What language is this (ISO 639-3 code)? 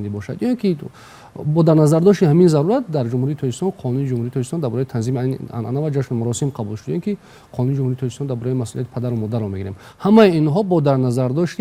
tgk